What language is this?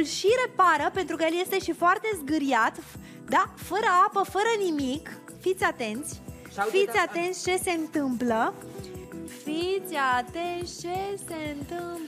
Romanian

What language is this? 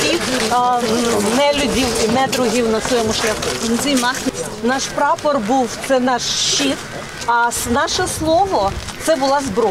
Ukrainian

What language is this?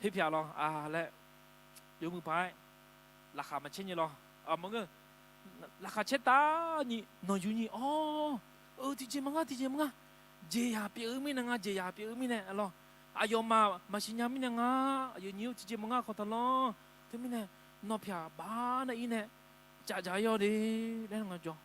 Akha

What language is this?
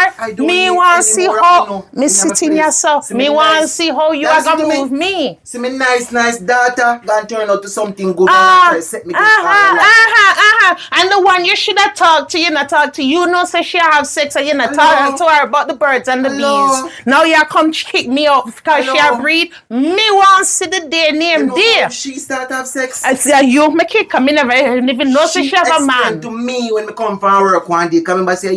Jamaican Creole English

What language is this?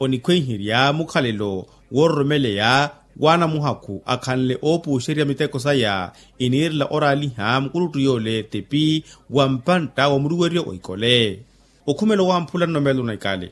Makhuwa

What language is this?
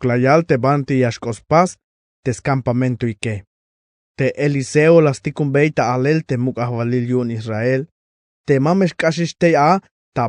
Tzeltal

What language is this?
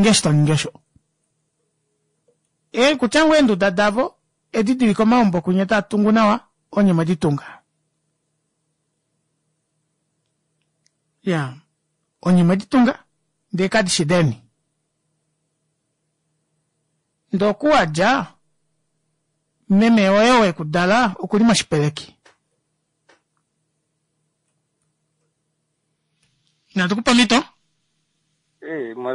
Swahili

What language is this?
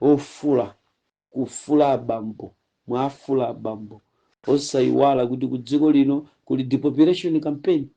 Nyanja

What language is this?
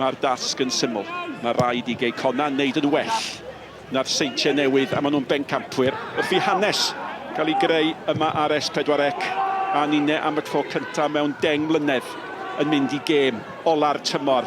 Welsh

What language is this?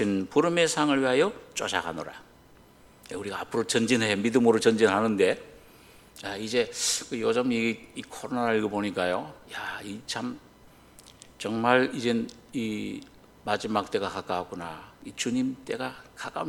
Korean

